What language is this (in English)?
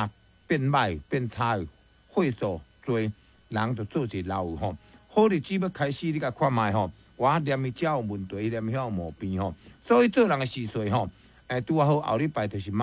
Min Nan Chinese